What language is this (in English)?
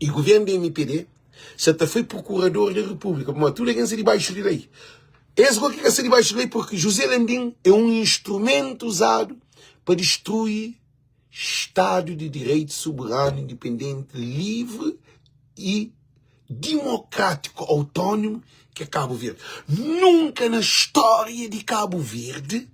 Kabuverdianu